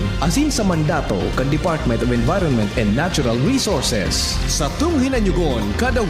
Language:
Bikol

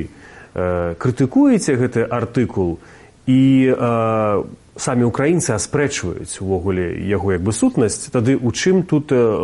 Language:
Belarusian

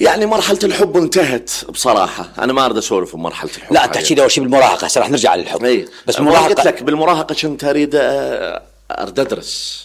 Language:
Mesopotamian Arabic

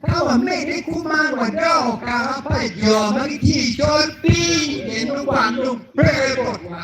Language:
Acoli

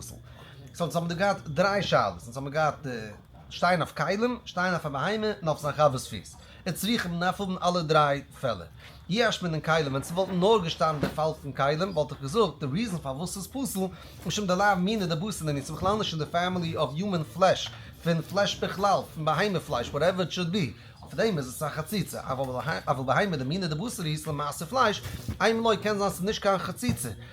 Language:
Yiddish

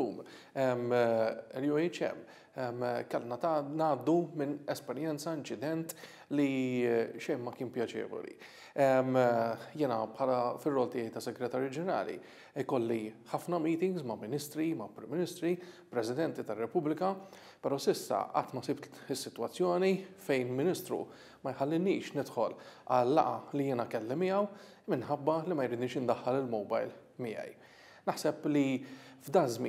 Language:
Maltese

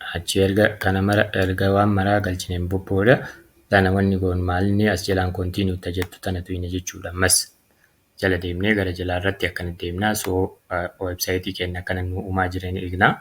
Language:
Oromo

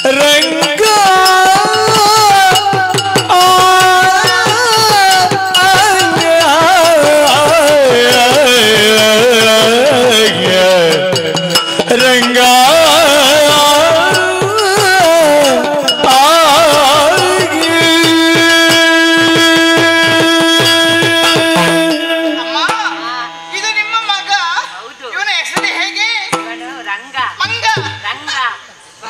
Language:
Kannada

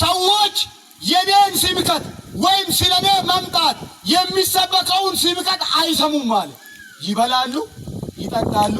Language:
Amharic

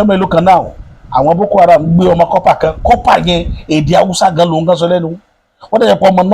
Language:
Yoruba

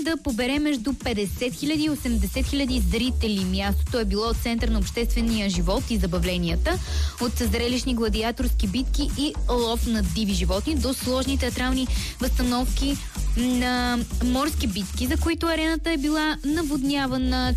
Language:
Bulgarian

